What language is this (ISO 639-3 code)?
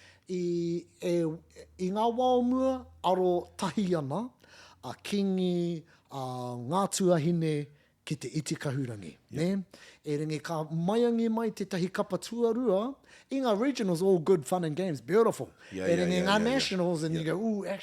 mri